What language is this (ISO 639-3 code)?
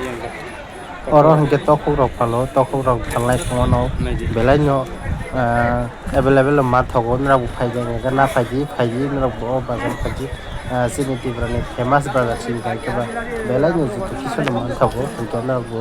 trp